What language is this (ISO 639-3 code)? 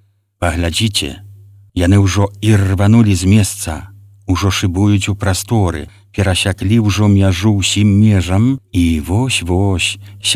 bel